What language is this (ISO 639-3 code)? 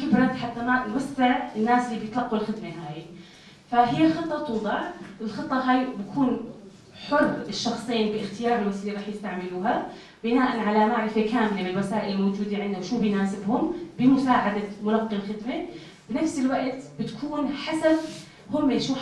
apc